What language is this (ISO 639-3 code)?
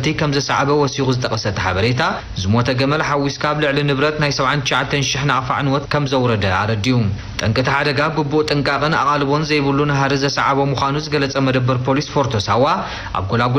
tir